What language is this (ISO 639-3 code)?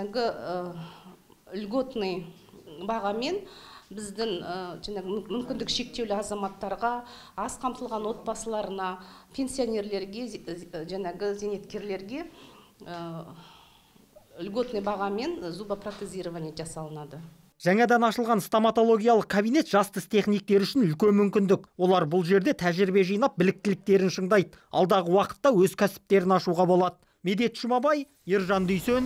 kaz